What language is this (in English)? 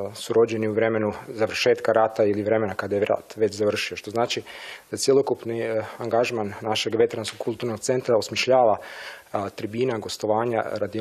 Croatian